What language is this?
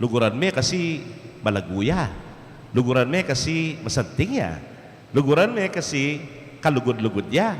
Pampanga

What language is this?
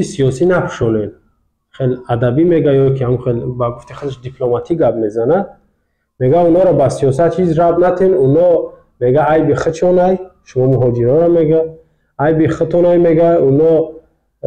Tajik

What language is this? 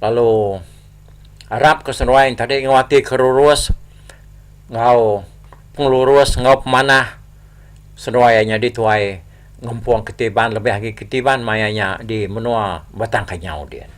Iban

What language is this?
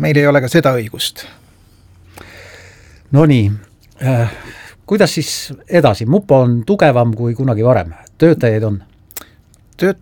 Estonian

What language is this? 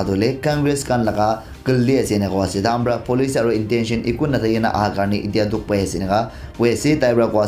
Naga Pidgin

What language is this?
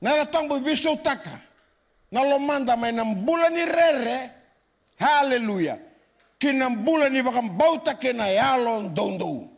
Fijian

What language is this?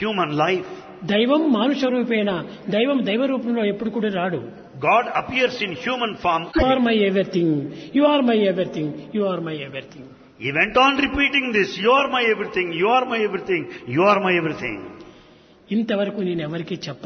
Telugu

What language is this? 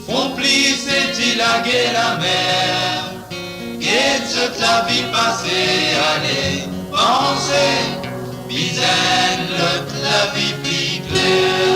Morisyen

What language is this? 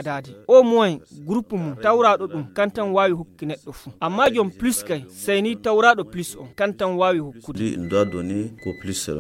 Fula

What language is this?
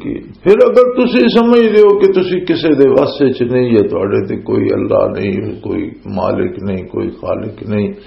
Western Panjabi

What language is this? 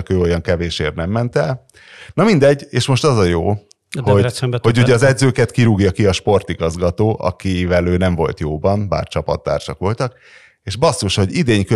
Hungarian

